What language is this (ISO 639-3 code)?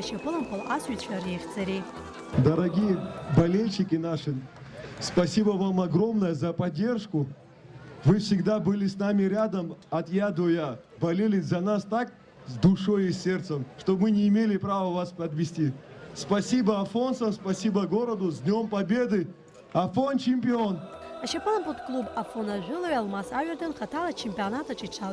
abk